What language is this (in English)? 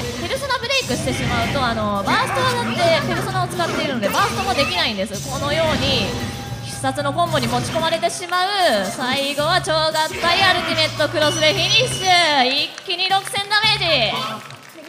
Japanese